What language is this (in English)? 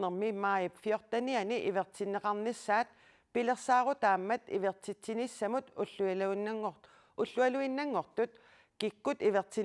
Kalaallisut